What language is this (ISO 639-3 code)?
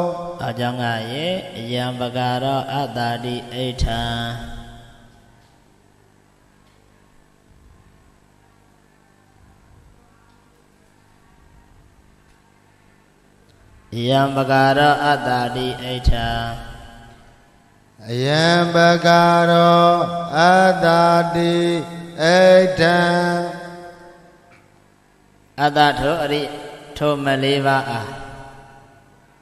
mya